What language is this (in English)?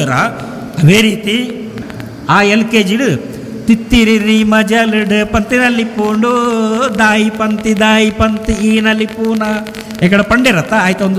Tulu